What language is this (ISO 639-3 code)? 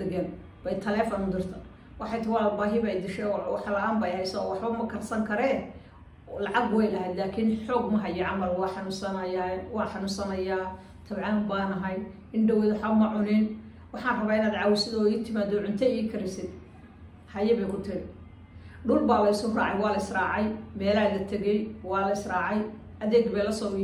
som